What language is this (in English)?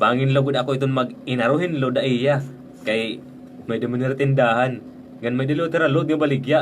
Waray